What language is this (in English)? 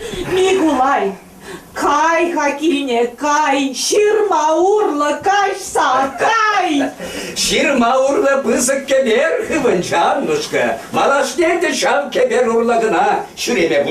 Chuvash